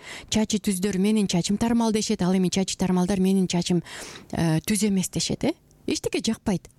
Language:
Kyrgyz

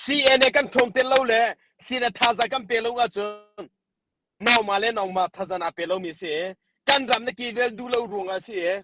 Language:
Hakha Chin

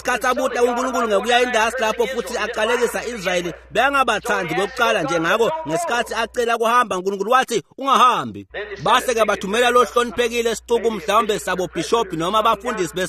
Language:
Swati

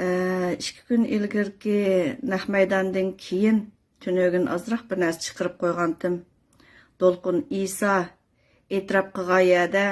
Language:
Uyghur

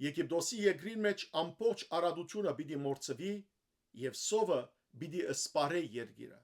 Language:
Western Armenian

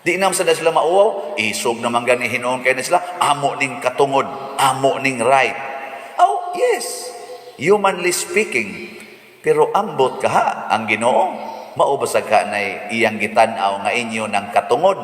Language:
Cebuano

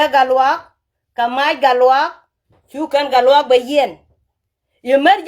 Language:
Nuer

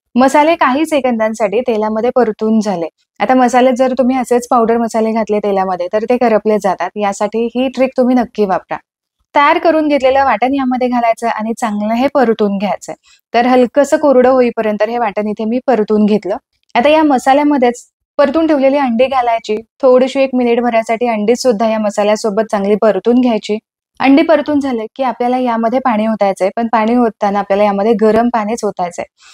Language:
Marathi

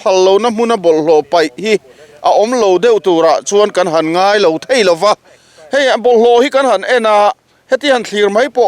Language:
Mizo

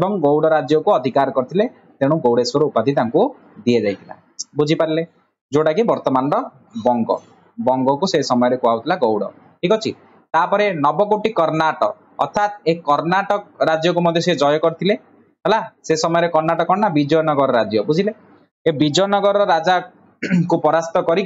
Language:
Odia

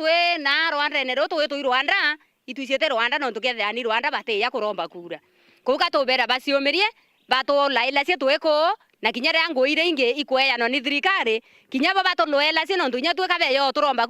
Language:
Meru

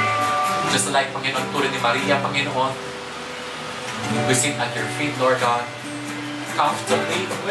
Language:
Filipino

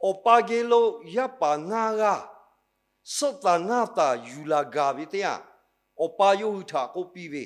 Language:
Lahu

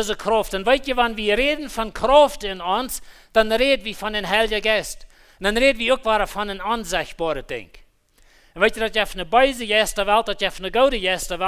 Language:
Plautdietsch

